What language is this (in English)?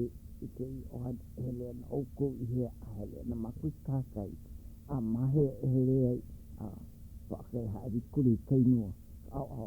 Hawaiian